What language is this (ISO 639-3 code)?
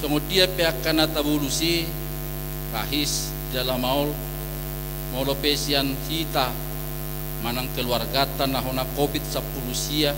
bbc